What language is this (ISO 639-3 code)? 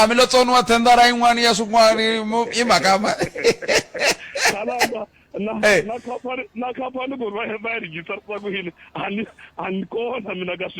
tso